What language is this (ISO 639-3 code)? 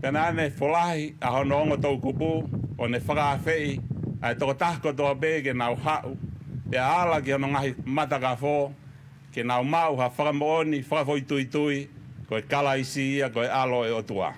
ton